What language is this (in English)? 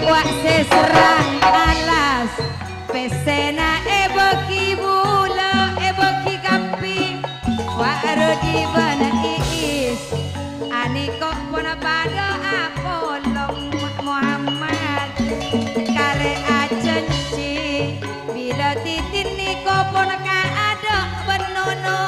Madurese